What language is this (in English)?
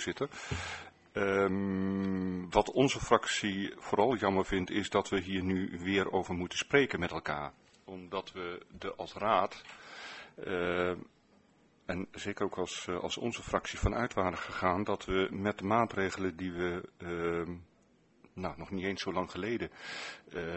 Dutch